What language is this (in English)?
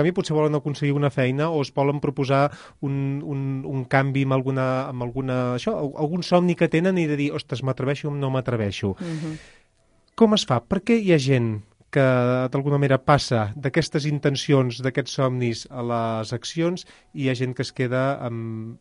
Catalan